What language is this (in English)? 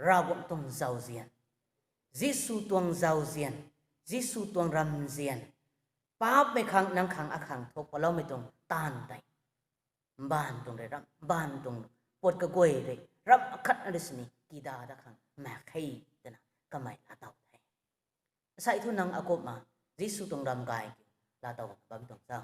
Rongmei Naga